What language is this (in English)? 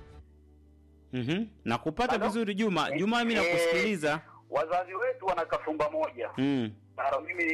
Swahili